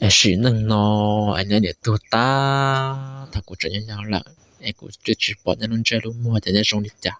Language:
Hmong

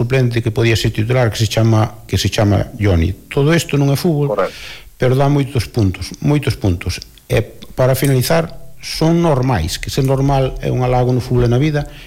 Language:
Galician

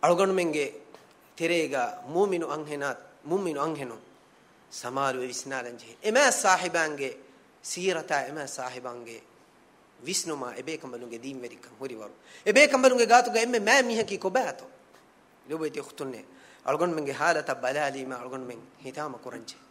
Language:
Divehi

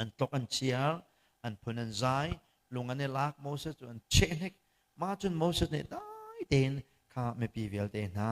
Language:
Hakha Chin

